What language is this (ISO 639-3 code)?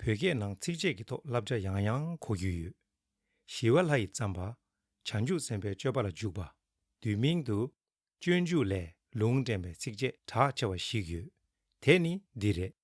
bod